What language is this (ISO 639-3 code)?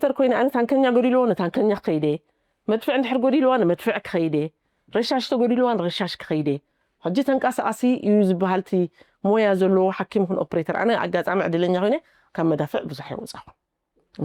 tir